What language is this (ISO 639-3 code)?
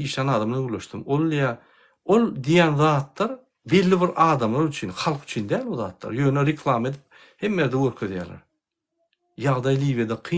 tuk